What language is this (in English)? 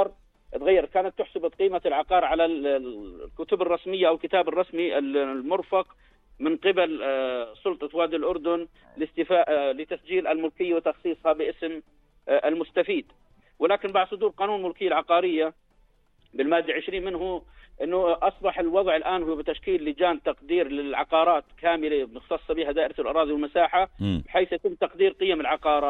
North Levantine Arabic